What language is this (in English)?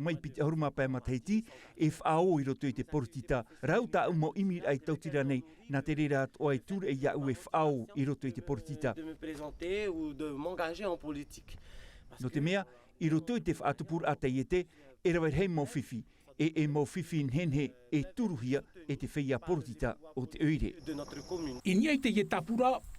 Tahitian